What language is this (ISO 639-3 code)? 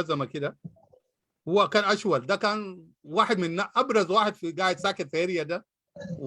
apd